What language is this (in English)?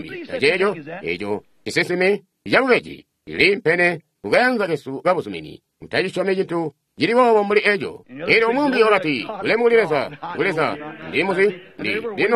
Tonga (Zambia)